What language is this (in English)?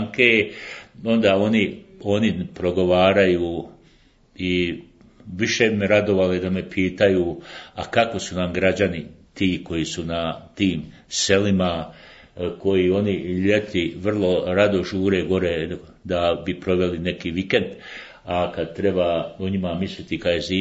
Bosnian